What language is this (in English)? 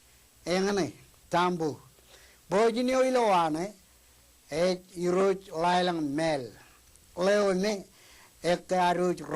Marshallese